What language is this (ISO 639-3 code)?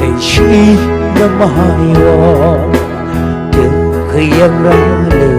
nmf